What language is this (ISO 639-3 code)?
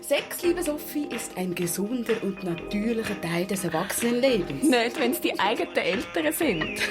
gsw